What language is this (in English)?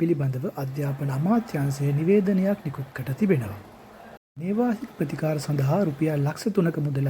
Sinhala